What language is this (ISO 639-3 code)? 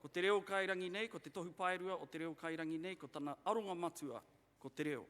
mri